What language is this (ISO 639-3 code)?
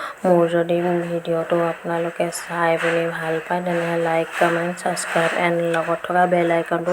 asm